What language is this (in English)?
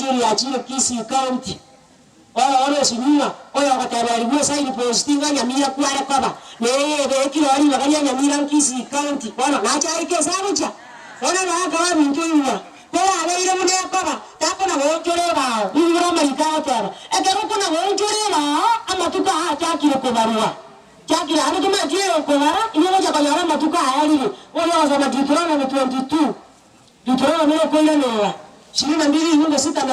Gusii